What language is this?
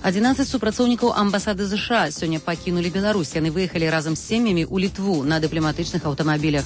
Belarusian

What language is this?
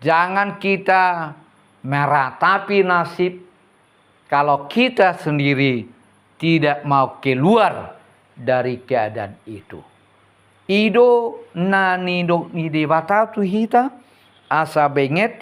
Batak Toba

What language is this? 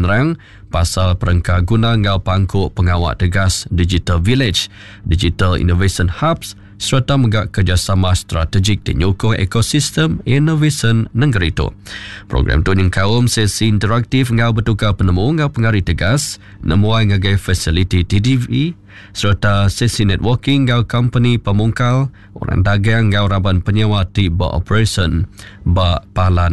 Iban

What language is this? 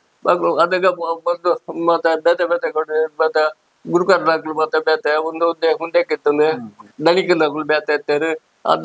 Tulu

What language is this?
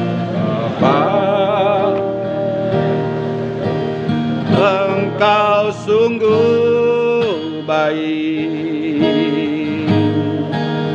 Indonesian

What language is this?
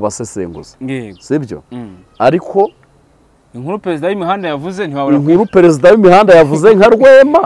Kinyarwanda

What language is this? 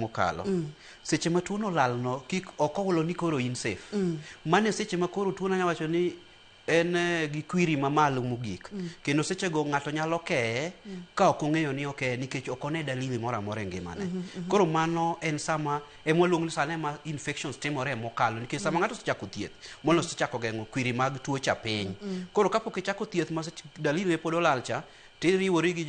Luo (Kenya and Tanzania)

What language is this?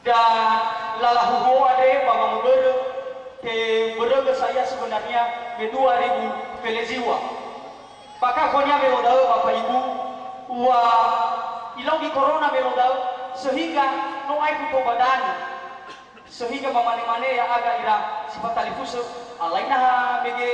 Nias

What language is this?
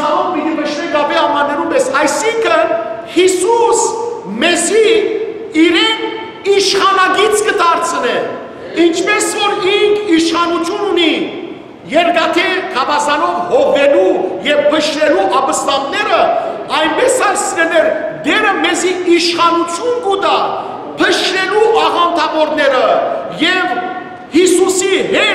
Western Armenian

